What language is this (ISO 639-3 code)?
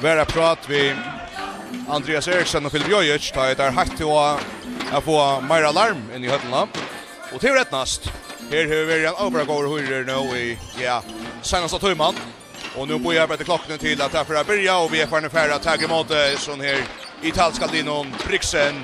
fao